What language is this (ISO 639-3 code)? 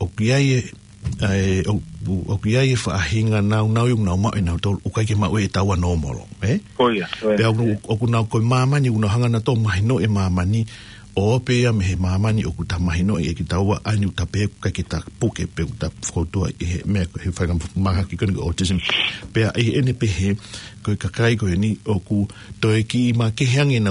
ton